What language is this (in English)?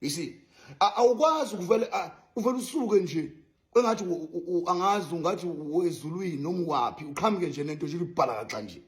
Zulu